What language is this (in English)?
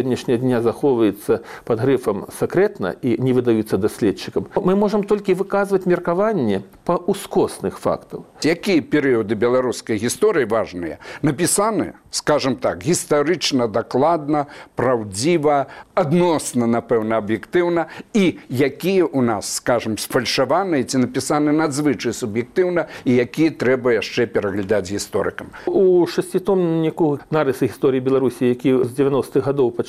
Belarusian